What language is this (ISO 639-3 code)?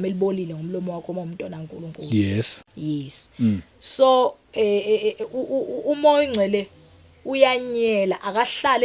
zul